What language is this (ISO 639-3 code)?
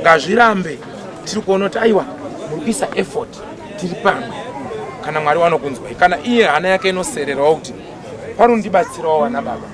sna